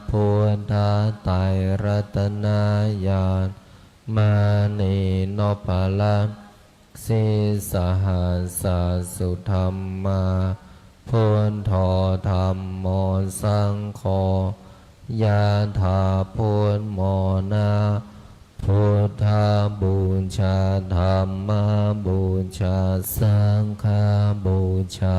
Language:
Pali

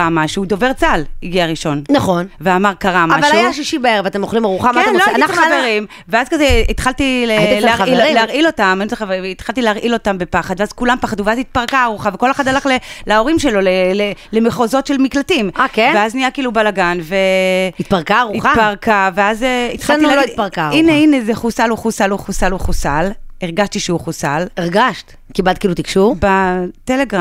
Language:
Hebrew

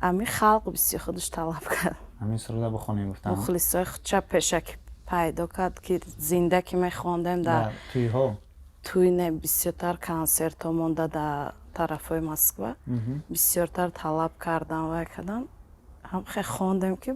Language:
Tajik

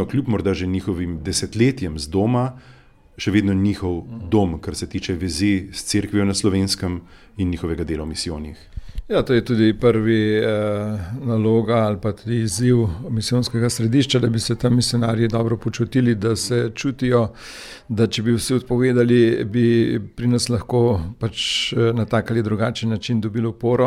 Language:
Slovenian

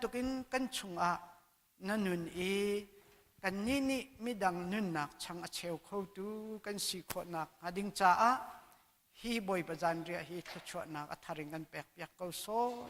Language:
Hakha Chin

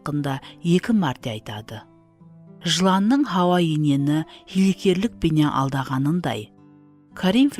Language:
Kara-Kalpak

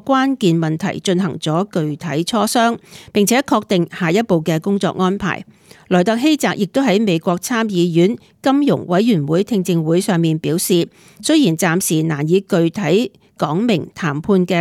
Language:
Cantonese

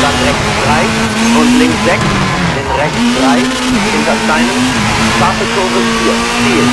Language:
Bavarian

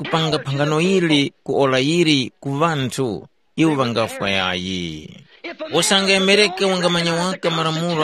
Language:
Tumbuka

